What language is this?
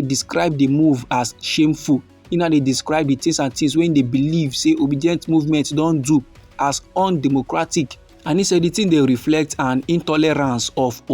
Nigerian Pidgin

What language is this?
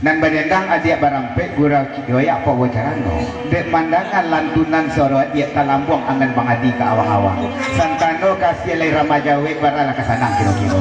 Minangkabau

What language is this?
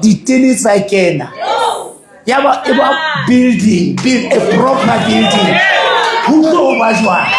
Southern Sotho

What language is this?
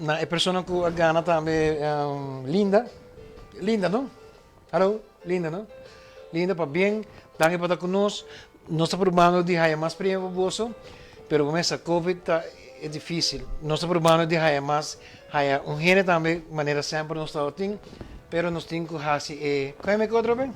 Papiamento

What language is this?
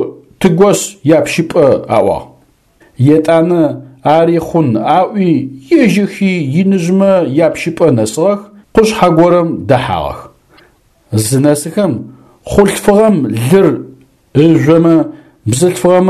Adyghe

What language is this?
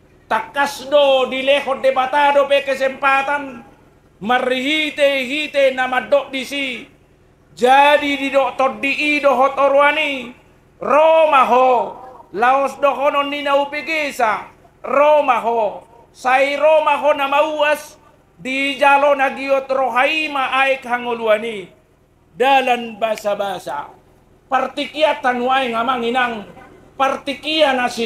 Batak Toba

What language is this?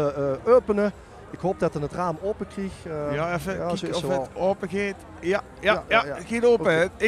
Limburgish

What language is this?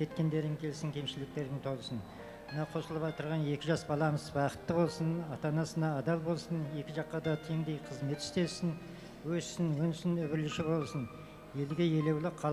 Kara-Kalpak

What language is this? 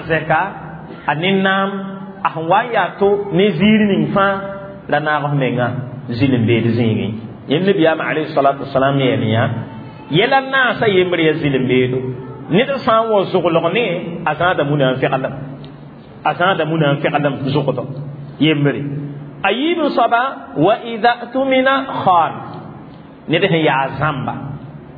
Mossi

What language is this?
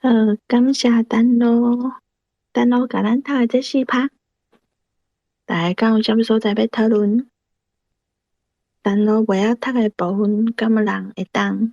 Min Nan Chinese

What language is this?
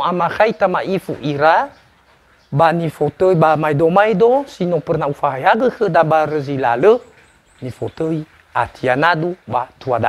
Nias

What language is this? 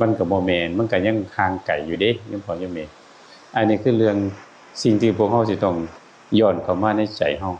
Northeastern Thai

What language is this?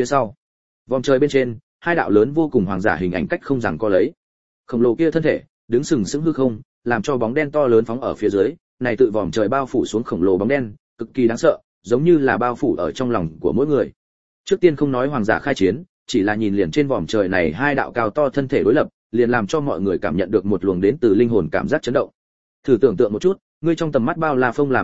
Vietnamese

